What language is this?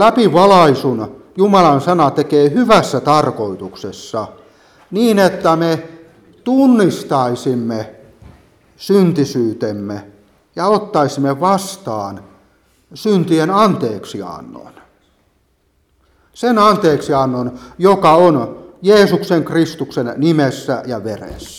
Finnish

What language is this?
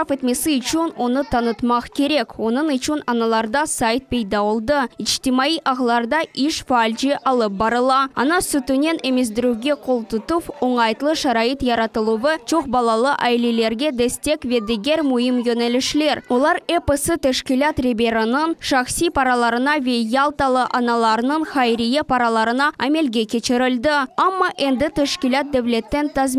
Crimean Tatar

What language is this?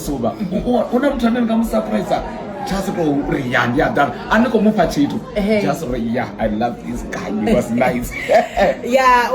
Venda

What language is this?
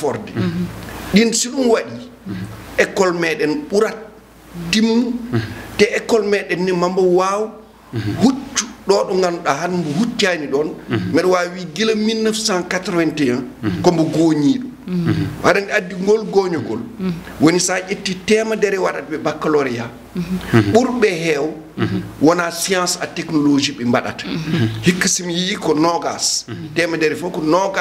Fula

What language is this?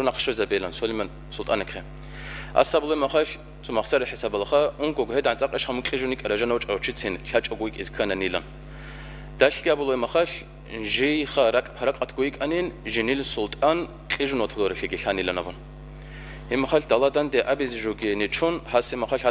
Avaric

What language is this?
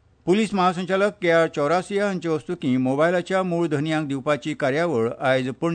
Konkani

